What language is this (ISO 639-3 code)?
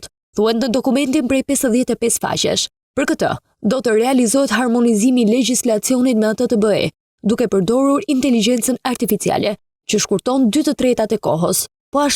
sqi